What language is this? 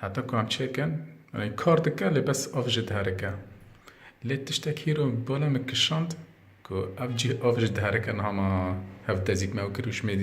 Kurdish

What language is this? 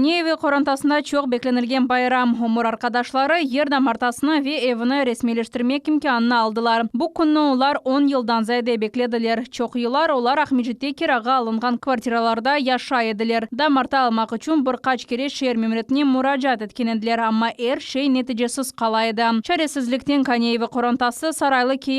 Crimean Tatar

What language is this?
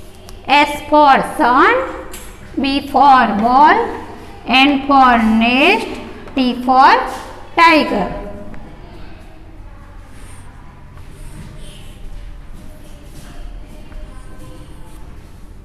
Gujarati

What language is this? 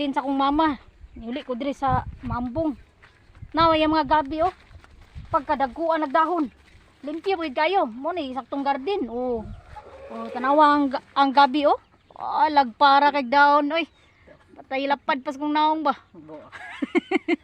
Cebuano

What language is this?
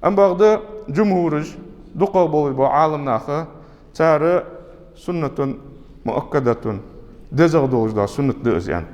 Ingush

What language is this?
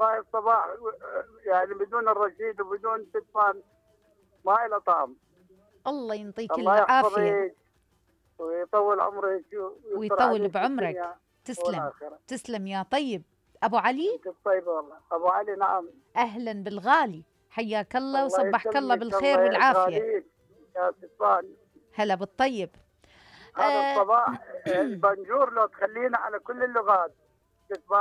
Mesopotamian Arabic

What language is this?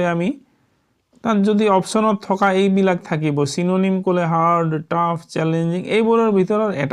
Assamese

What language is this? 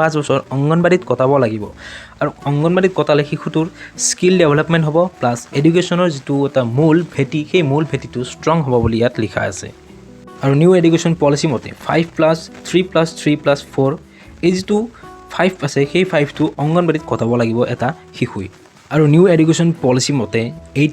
Assamese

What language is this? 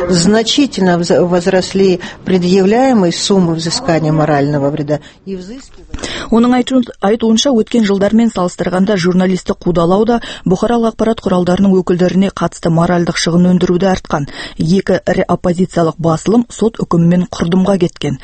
Kazakh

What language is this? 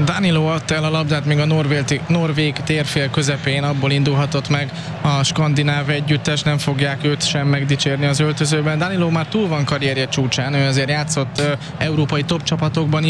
Hungarian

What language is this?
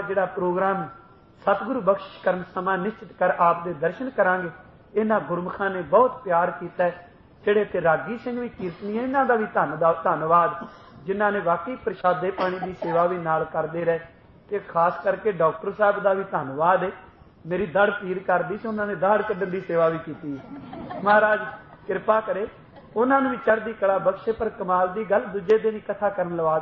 Punjabi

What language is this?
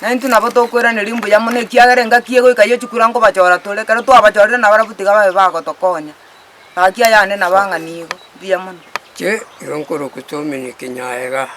Gusii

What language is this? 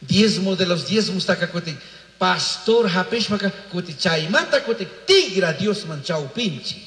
Chimborazo Highland Quichua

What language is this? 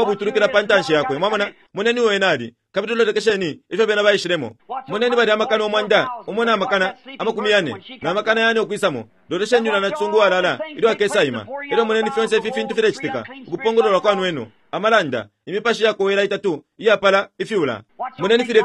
Bemba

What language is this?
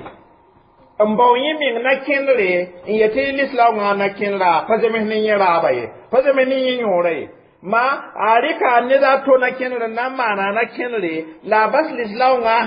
Mossi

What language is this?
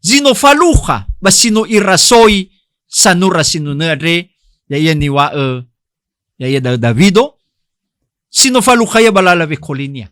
Nias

